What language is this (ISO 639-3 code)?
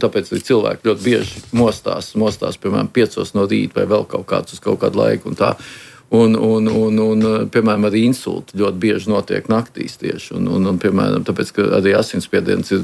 lav